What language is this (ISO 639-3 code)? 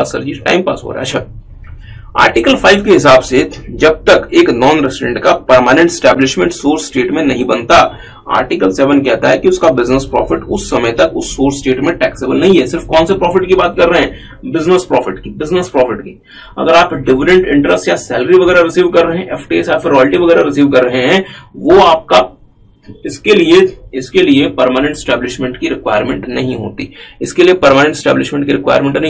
hin